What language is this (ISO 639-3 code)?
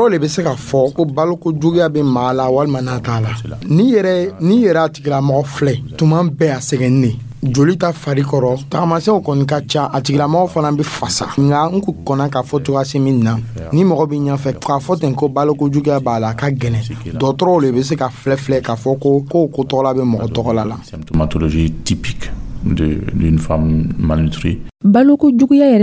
dyu